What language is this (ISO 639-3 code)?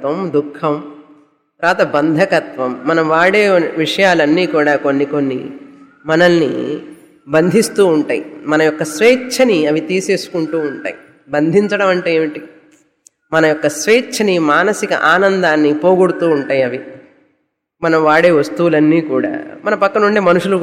tel